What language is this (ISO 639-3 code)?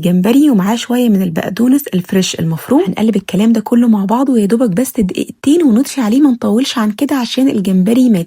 arz